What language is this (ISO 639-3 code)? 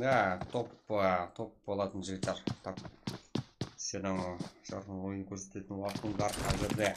kaa